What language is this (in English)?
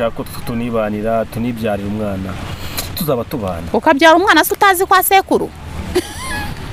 Kinyarwanda